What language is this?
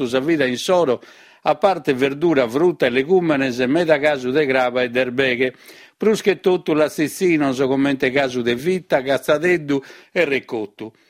Sardinian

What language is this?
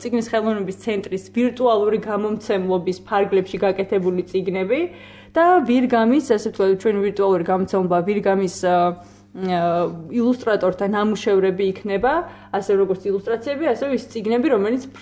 Georgian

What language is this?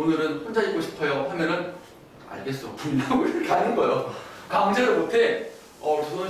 Korean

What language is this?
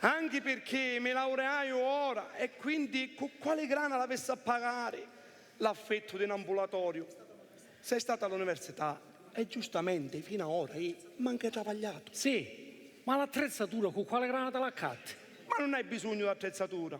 Sicilian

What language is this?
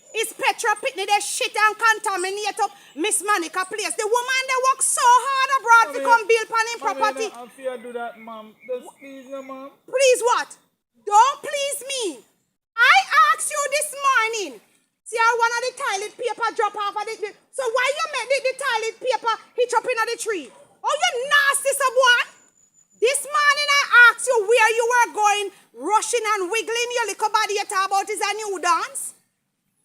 Jamaican Creole English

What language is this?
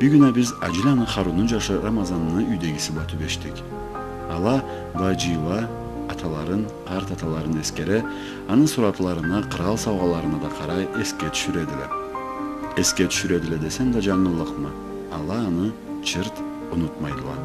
Karachay-Balkar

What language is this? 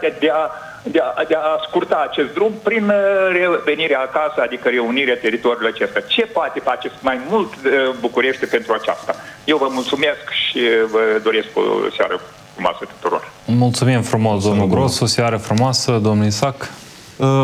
Romanian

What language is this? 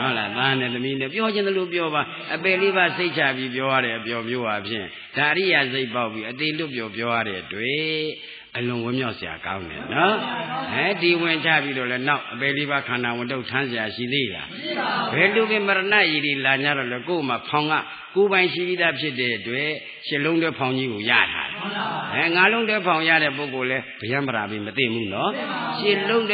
Burmese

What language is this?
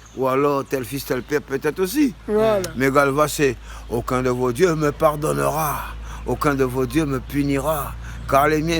Réunion Creole French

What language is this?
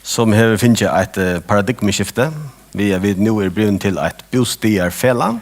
Faroese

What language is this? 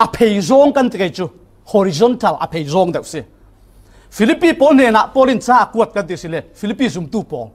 Falam Chin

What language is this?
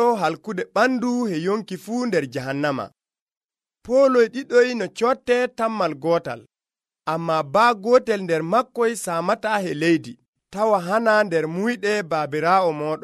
Nigerian Fulfulde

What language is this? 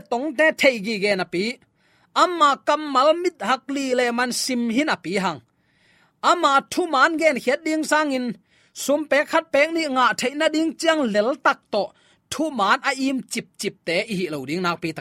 Tedim Chin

